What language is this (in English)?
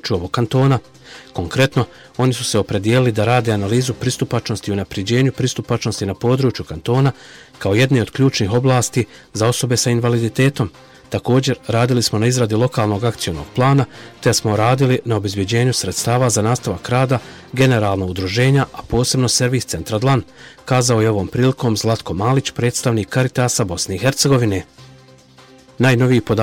Bosnian